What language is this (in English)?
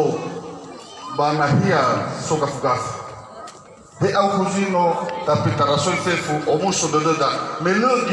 Nias